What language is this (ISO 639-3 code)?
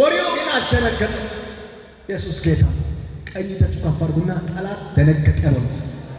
amh